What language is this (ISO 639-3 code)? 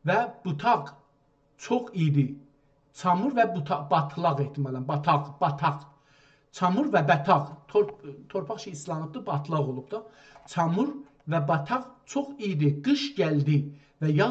azb